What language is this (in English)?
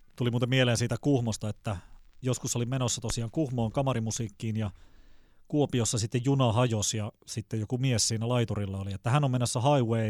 Finnish